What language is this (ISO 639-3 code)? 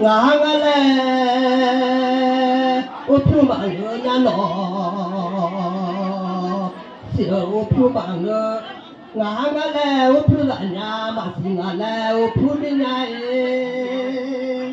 ahk